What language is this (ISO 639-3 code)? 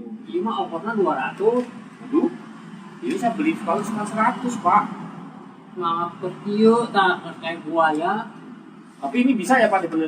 bew